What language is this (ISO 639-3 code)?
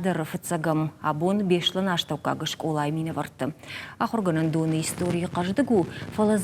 oss